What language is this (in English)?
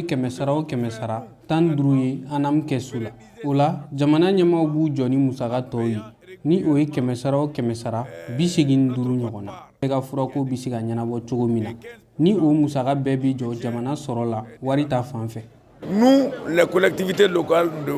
Bambara